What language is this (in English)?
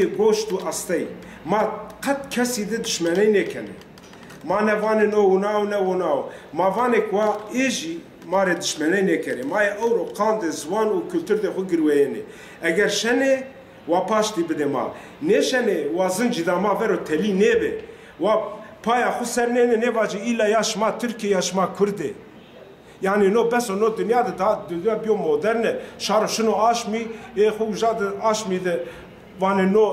Zaza